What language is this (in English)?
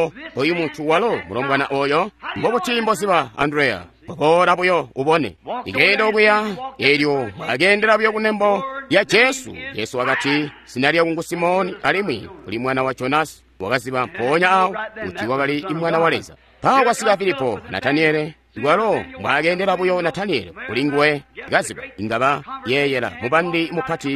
Tonga (Zambia)